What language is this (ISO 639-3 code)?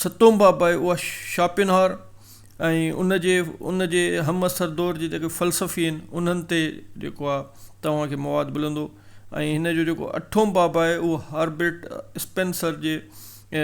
snd